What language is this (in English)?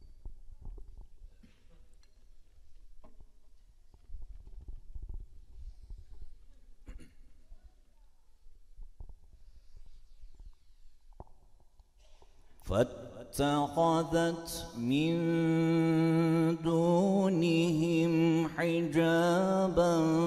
Bosnian